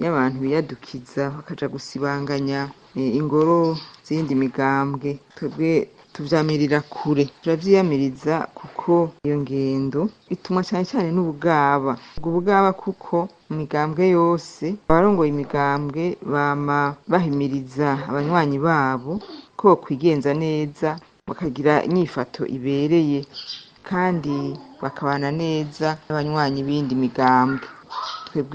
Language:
Rundi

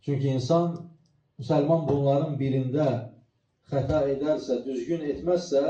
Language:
Azerbaijani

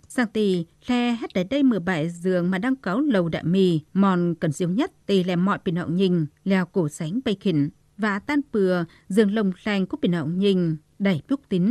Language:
Tày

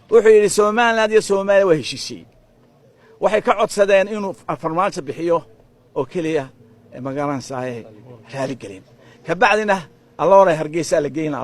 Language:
Somali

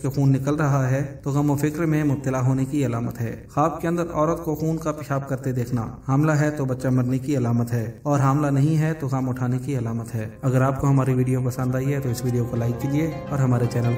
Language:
Urdu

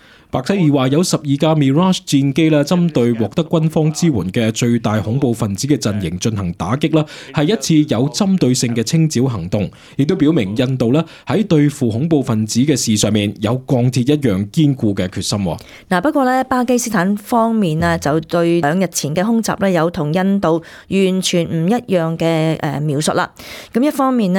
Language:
Cantonese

